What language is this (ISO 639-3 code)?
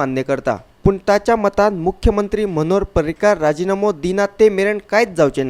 kok